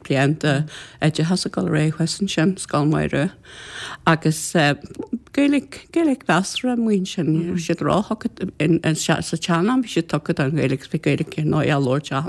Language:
Irish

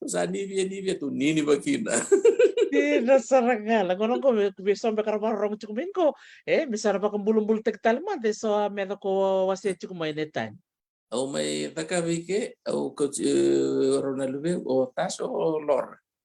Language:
Fijian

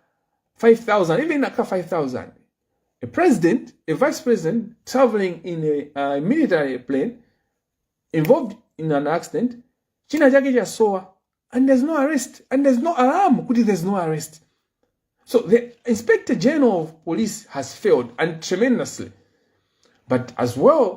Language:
Nyanja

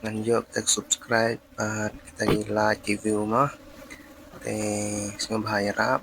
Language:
Khasi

